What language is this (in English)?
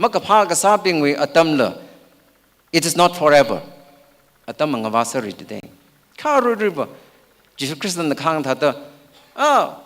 Tangkhul Naga (India)